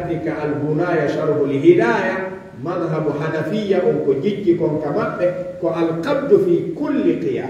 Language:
Fula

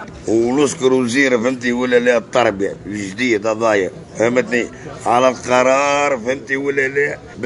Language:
Tunisian Arabic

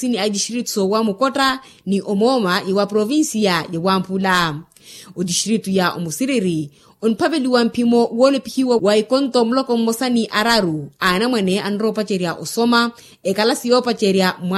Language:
Makhuwa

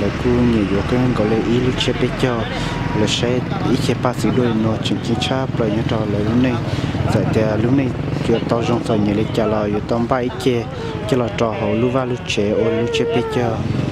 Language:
Hmong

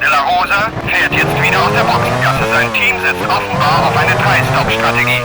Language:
Bavarian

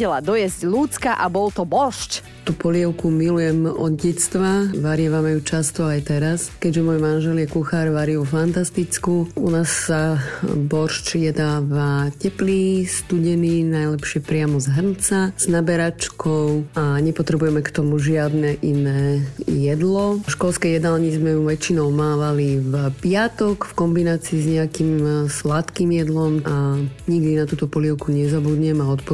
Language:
Slovak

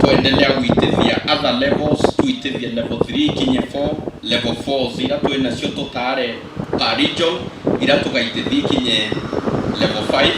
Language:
Meru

